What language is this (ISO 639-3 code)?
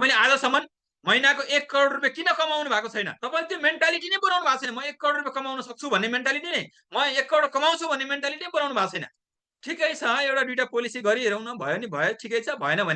nep